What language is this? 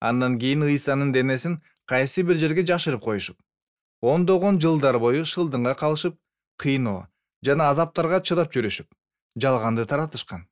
Kyrgyz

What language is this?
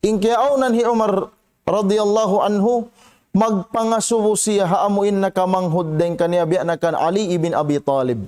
Tausug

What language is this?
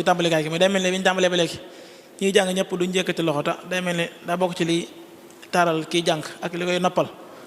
Wolof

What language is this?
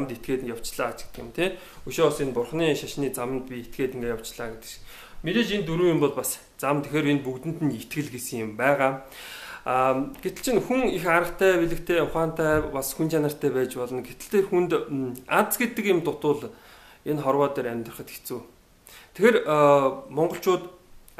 Mongolian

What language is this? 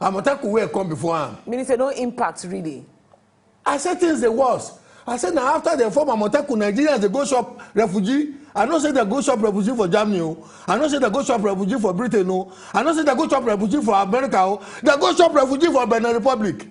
Nigerian Pidgin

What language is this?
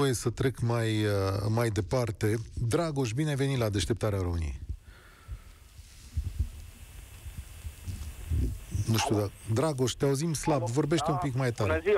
Romanian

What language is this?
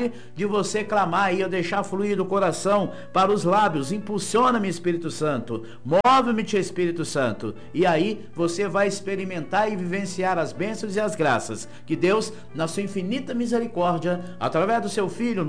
Portuguese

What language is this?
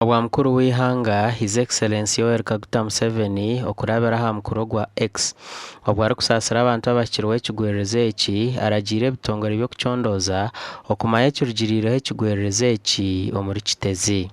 Nyankole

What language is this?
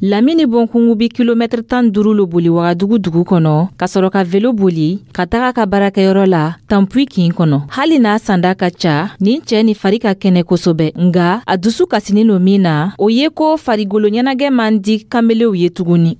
Dyula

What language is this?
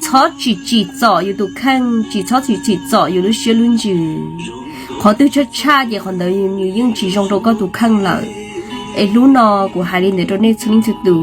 Hmong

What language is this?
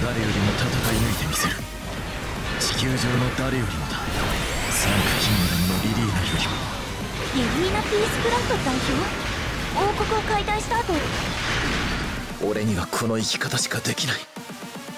Japanese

